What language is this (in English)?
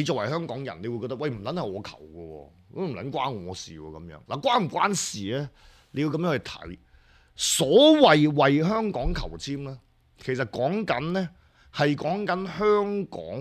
Cantonese